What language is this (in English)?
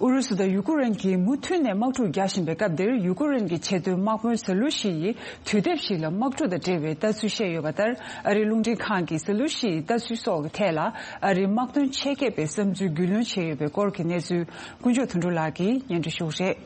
Tibetan